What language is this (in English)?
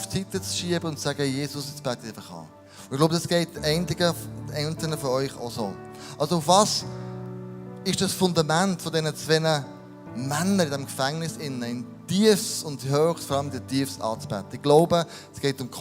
Swiss German